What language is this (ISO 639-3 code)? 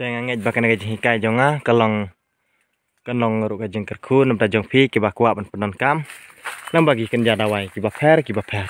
kha